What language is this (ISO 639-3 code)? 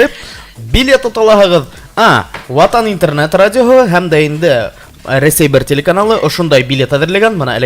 bak